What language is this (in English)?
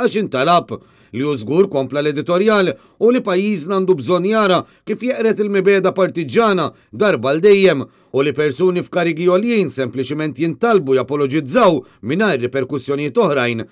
Maltese